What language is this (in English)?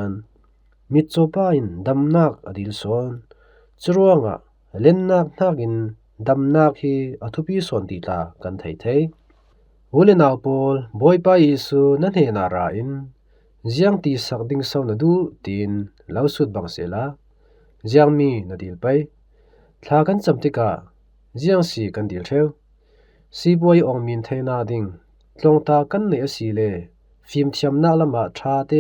Falam Chin